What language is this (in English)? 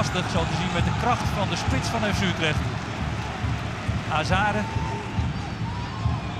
Dutch